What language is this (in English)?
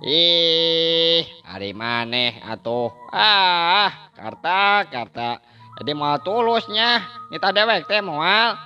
Sundanese